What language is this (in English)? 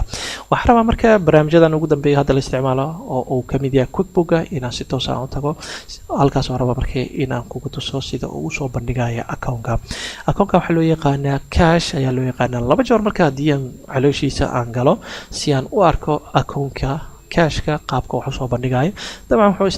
Somali